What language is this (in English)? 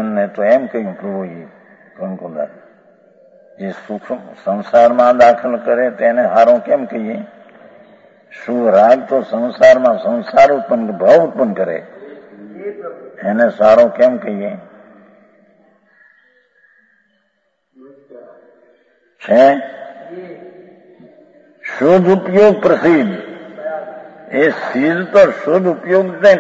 Gujarati